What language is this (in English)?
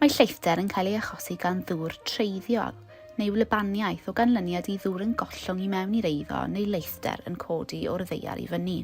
Welsh